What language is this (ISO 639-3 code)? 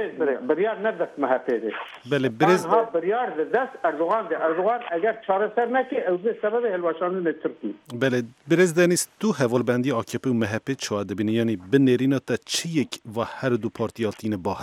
kur